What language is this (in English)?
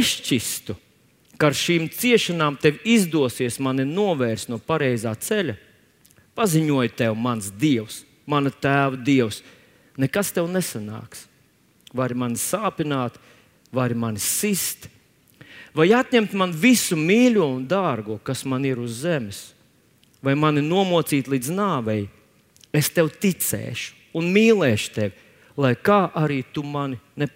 Latvian